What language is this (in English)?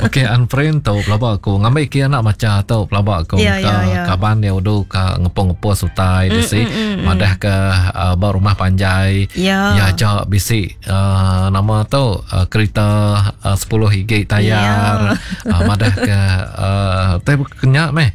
Iban